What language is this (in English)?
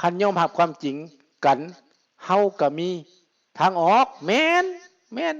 Lao